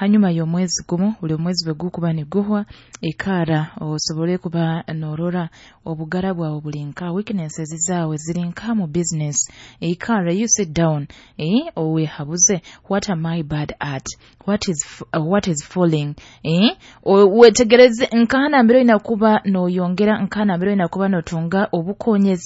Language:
Nyoro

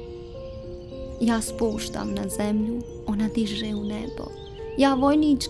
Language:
Croatian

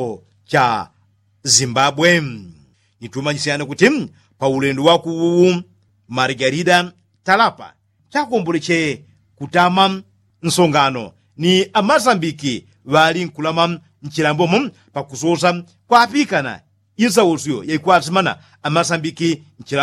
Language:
Yao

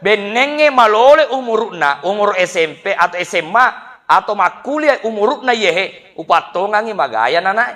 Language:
Buginese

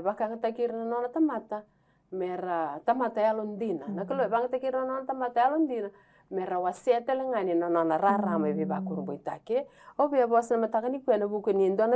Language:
Fijian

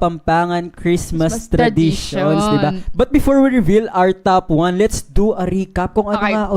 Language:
Pampanga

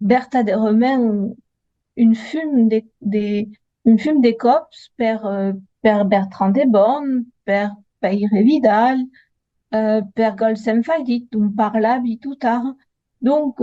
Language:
Occitan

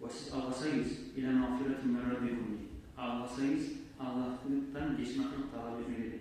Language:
Kumyk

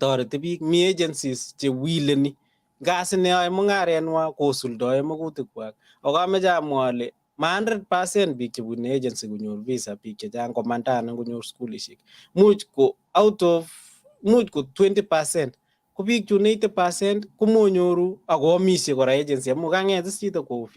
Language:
Kalenjin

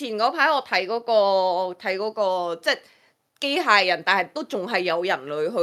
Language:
Cantonese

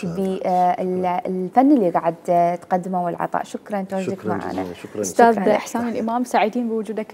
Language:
Mesopotamian Arabic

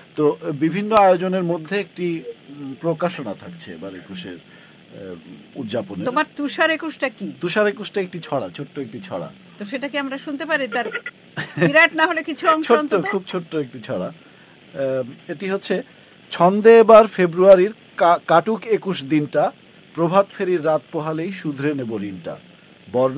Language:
Bangla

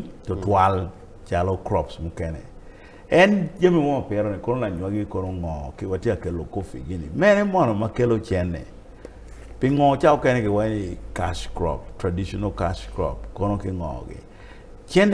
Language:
Acoli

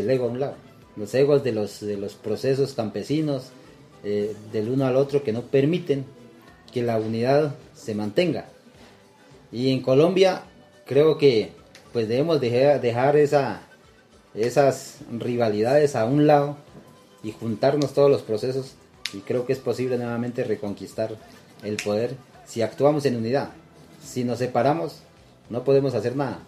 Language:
Spanish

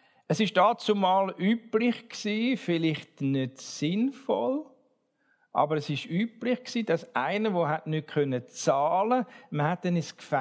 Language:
German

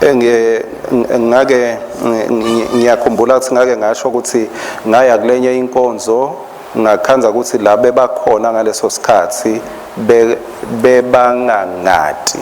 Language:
Swati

